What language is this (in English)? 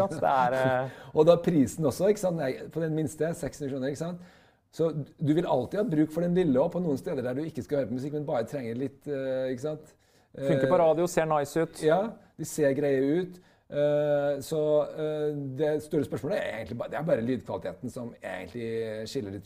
Norwegian